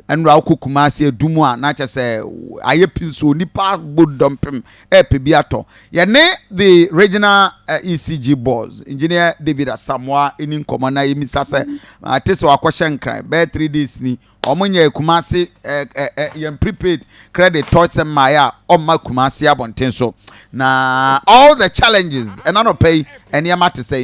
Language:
Akan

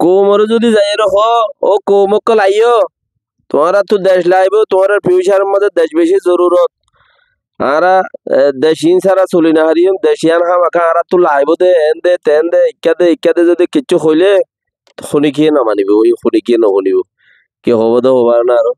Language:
Rohingya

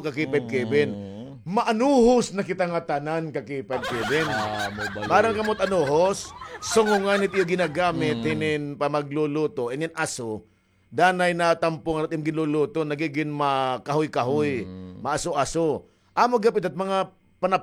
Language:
Waray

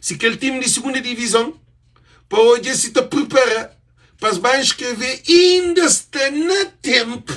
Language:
Kabuverdianu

